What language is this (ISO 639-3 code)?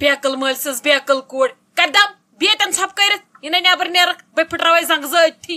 kas